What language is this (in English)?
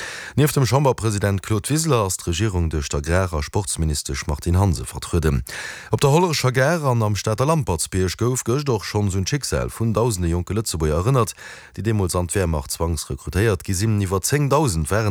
Luxembourgish